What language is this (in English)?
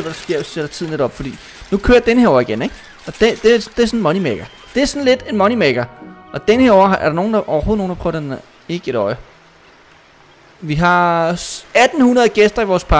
Danish